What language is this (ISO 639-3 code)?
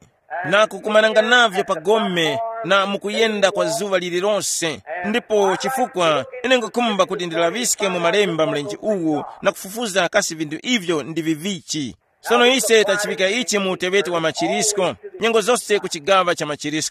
tum